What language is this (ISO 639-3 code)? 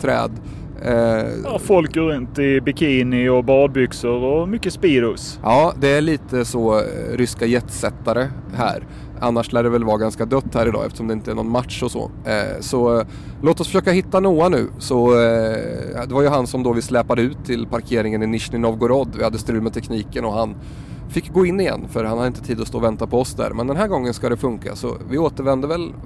swe